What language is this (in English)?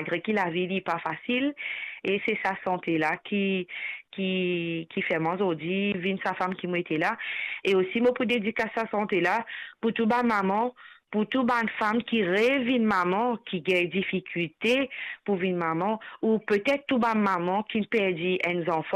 Morisyen